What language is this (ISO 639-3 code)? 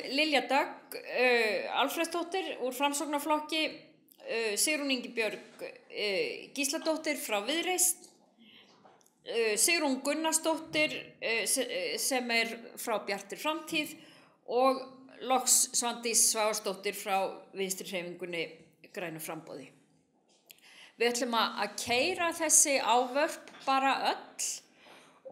isl